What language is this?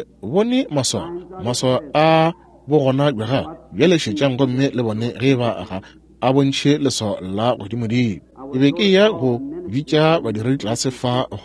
Northern Sotho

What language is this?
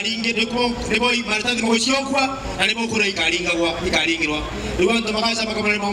Meru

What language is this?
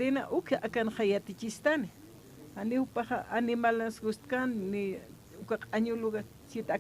Aymara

